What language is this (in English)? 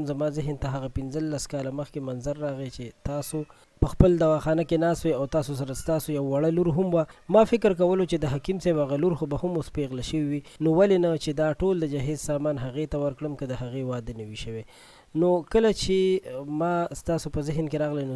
Pashto